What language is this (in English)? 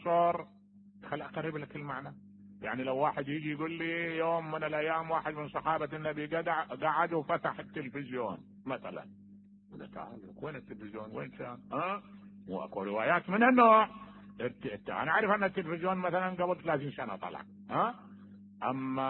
Mesopotamian Arabic